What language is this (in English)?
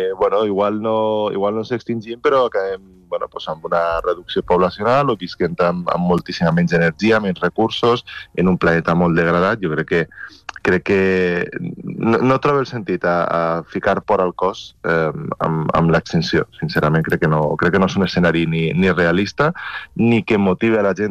Catalan